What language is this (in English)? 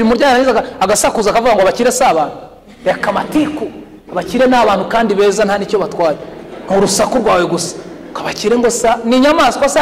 Kinyarwanda